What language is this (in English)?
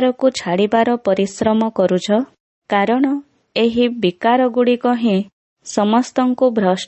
Odia